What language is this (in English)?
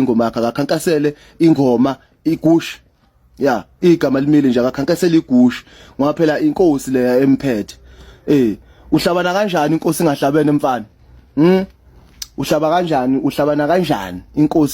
Zulu